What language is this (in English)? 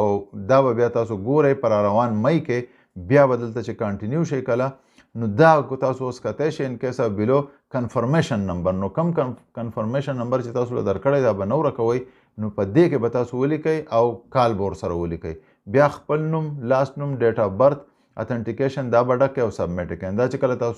Pashto